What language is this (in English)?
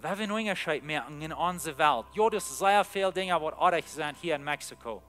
Plautdietsch